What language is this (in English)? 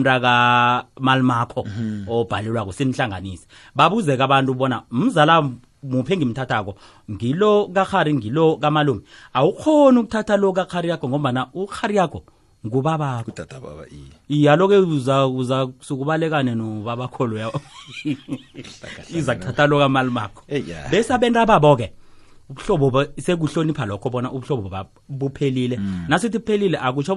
South Ndebele